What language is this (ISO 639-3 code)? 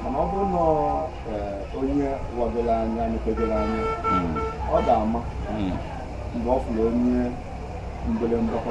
ibo